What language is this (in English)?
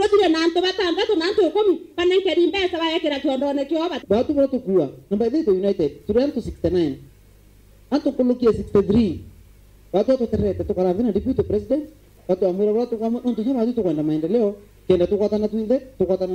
Meru